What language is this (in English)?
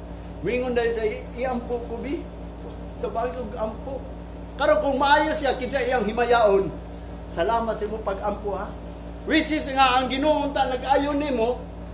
Cebuano